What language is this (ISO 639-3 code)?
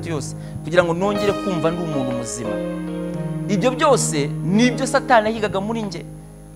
kin